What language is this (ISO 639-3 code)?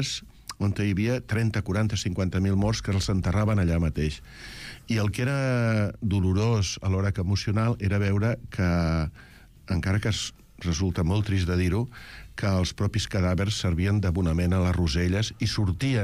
cat